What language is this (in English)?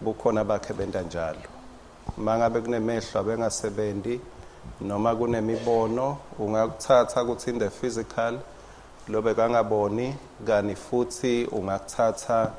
Swati